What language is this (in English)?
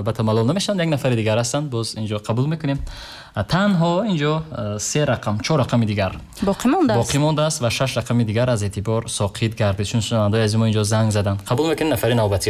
Tajik